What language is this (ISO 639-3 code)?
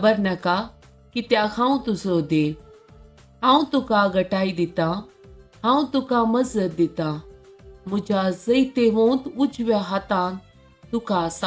kok